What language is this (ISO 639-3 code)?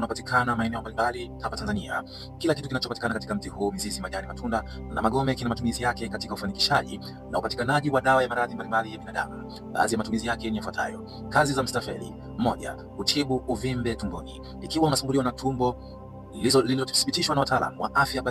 swa